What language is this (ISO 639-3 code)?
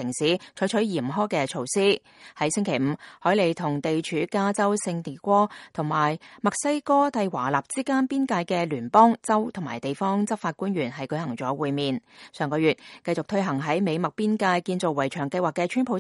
yue